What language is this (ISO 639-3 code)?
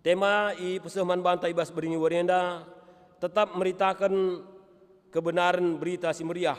btx